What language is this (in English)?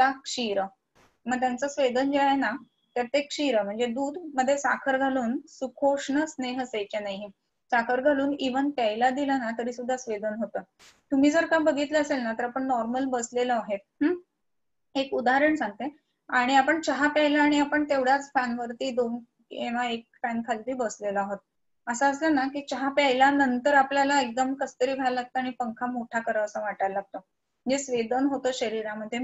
Marathi